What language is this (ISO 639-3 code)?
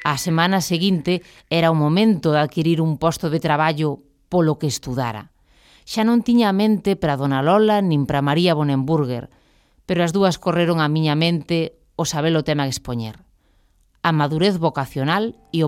glg